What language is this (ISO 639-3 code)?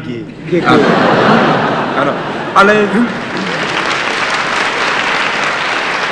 ces